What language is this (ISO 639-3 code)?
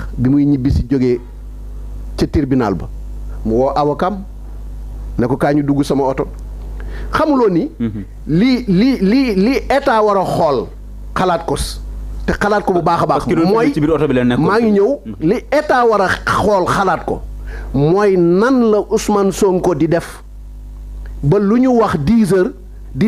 wol